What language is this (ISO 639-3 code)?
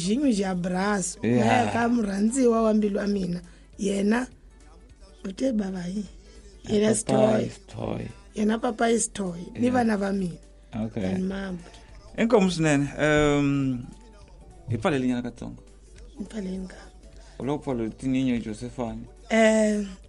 tso